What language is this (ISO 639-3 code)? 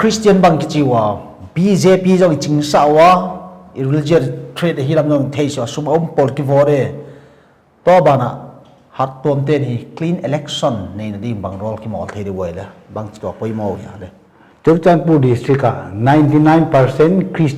pck